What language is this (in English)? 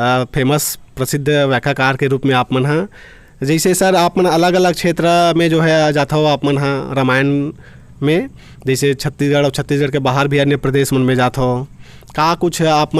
Chhattisgarhi